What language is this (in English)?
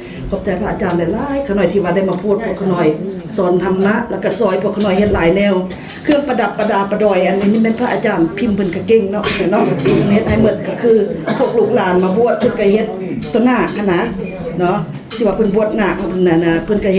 Lao